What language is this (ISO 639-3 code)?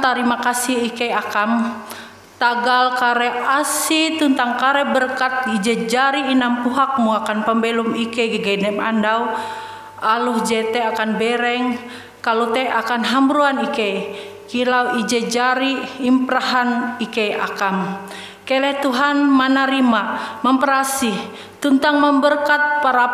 nij